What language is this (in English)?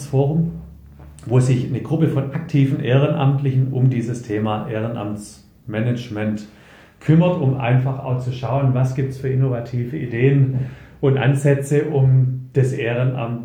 German